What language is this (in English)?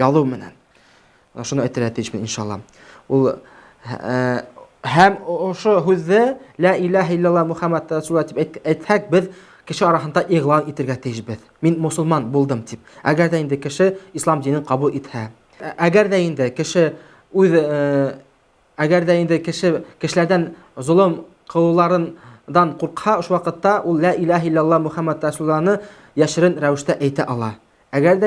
Bashkir